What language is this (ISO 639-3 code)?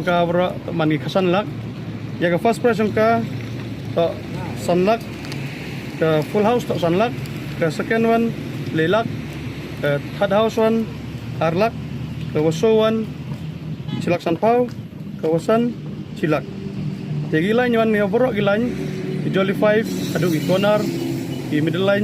pbv